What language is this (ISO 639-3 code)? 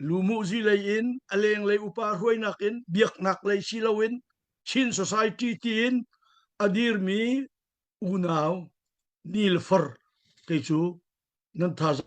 cnh